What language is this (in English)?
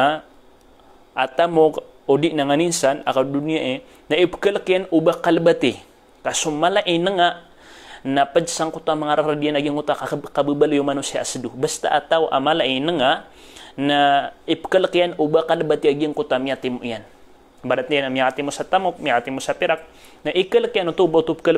Maranao